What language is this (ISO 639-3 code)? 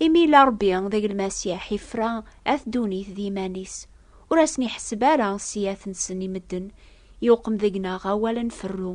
kab